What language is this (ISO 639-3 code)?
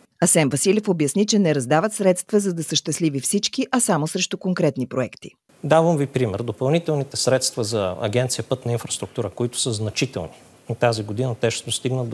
bul